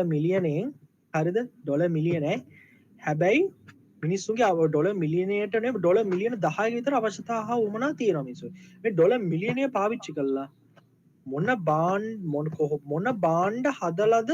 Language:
Sinhala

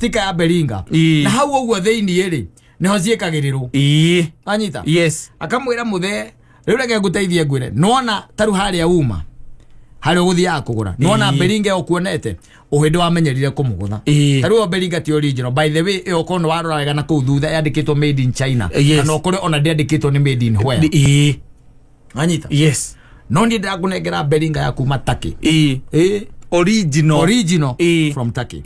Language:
Kikuyu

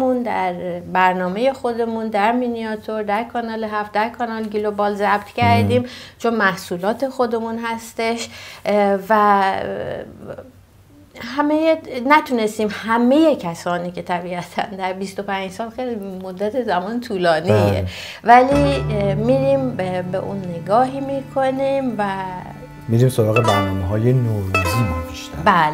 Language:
Persian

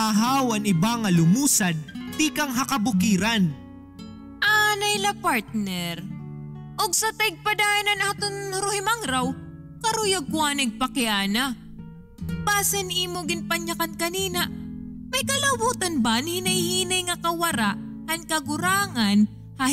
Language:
Waray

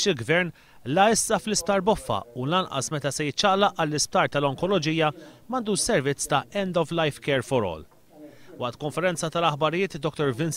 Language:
Maltese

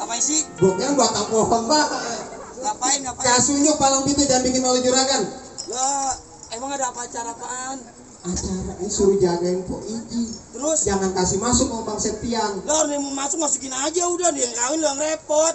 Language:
Betawi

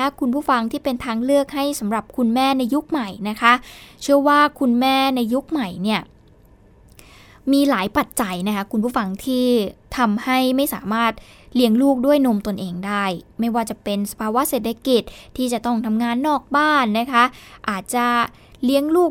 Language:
Thai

